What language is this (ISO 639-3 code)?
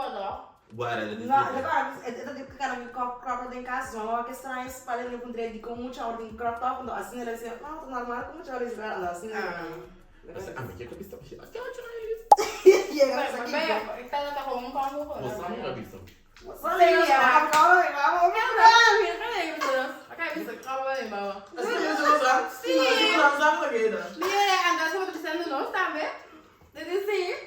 pap